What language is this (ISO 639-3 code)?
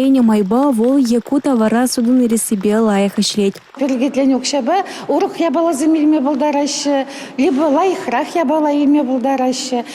chv